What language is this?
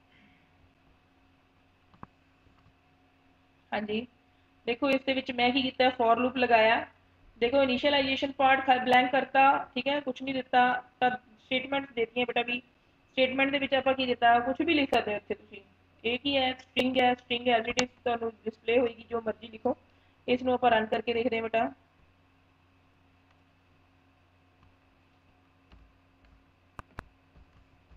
Punjabi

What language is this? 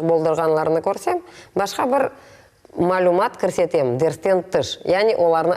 Crimean Tatar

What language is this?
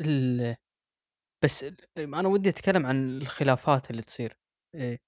Gulf Arabic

